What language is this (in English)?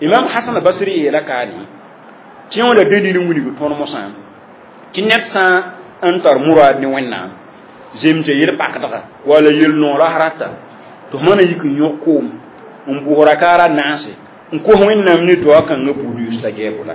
Mossi